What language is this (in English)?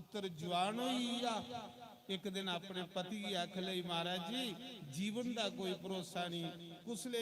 Dogri